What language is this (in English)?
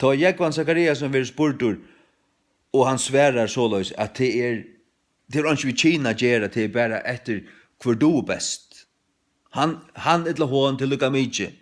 Faroese